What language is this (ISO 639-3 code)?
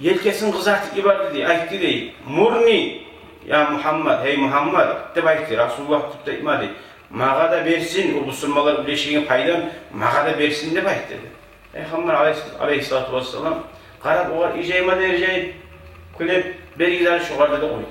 kum